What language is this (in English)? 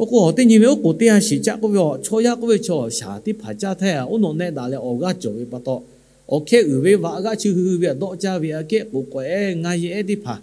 Lahu